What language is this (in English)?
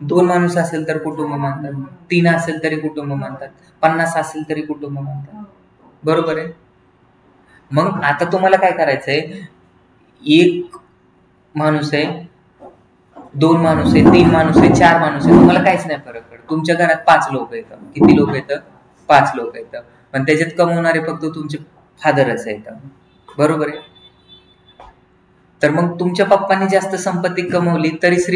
Marathi